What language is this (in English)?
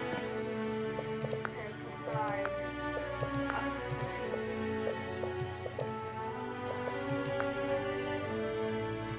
Swedish